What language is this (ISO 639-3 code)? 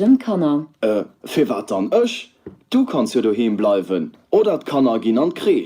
ltz